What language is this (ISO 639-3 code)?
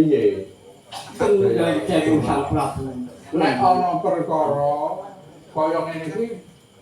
jav